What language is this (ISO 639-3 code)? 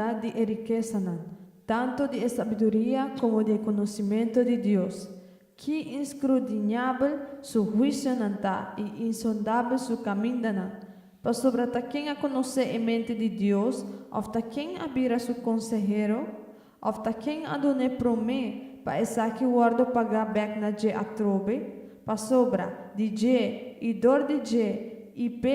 pap